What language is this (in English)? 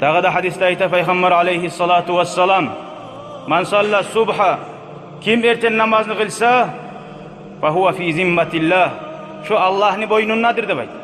Kumyk